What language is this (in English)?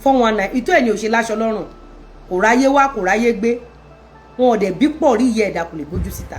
Yoruba